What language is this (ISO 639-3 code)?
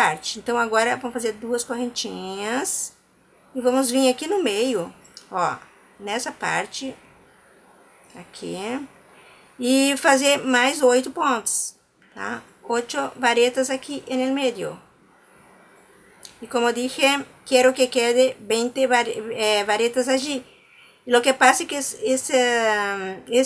por